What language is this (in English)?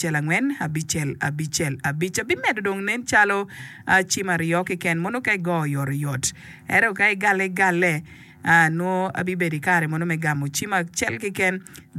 Acoli